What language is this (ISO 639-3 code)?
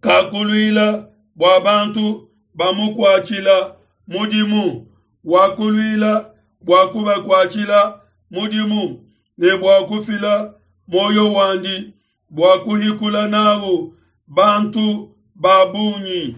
lua